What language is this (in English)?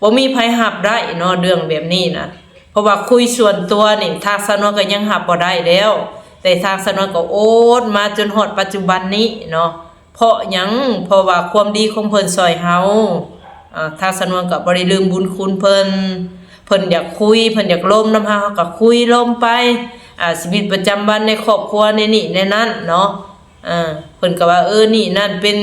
Lao